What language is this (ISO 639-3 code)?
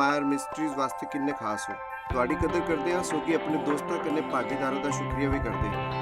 doi